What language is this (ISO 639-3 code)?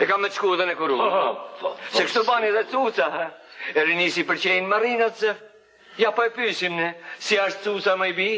sqi